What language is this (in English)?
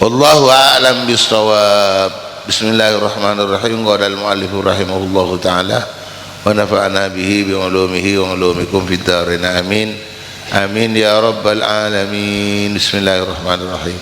Madurese